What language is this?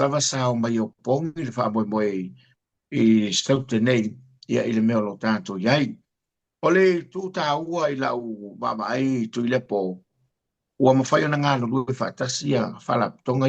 Samoan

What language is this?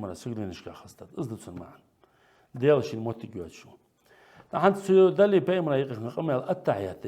Ingush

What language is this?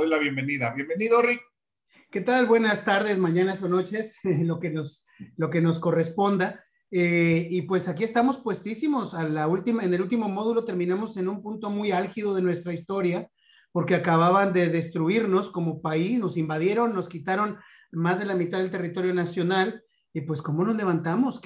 Spanish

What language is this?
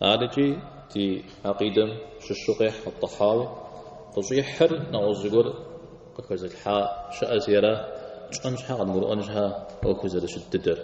Kabardian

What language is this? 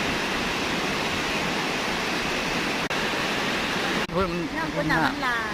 Lao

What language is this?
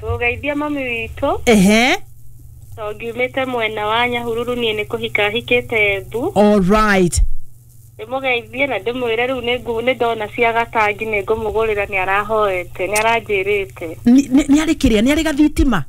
Kikuyu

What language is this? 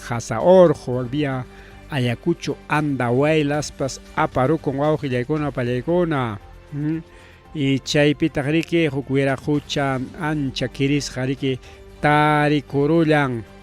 Ayacucho Quechua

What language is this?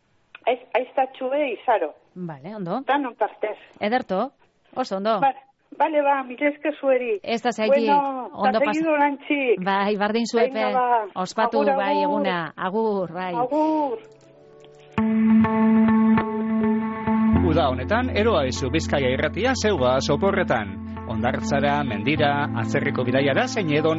Basque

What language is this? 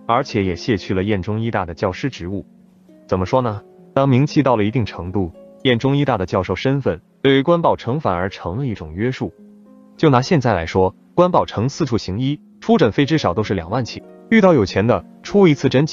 Chinese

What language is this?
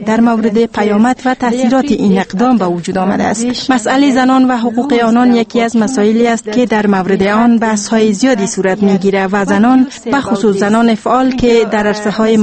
Persian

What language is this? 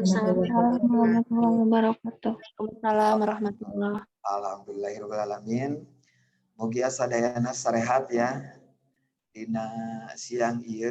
Sundanese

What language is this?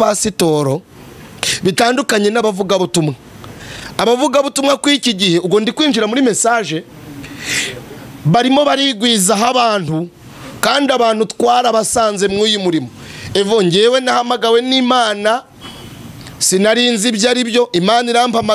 Kinyarwanda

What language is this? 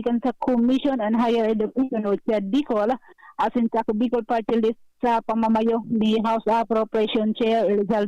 Bikol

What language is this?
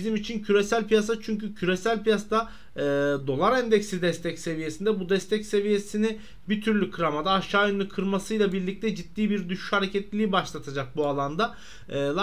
Turkish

